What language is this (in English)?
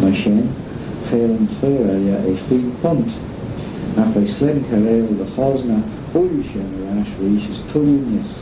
Manx